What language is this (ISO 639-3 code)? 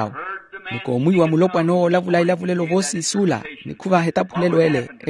vmw